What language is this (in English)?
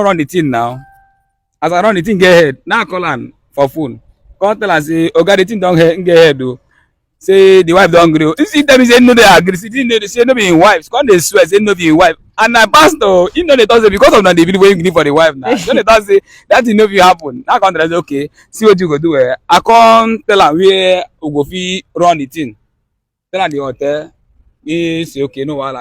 Nigerian Pidgin